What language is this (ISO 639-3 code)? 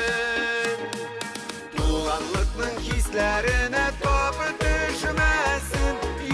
bak